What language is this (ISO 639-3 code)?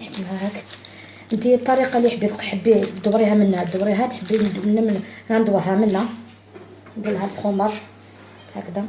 arq